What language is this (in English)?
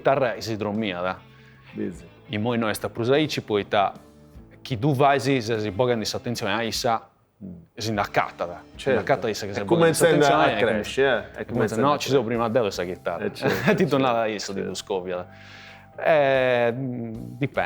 Sardinian